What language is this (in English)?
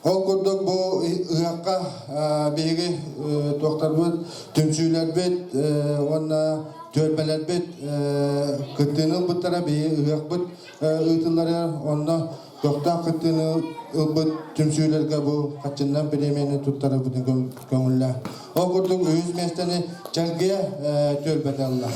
Yakut